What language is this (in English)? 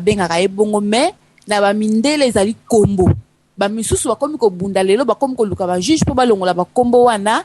Lingala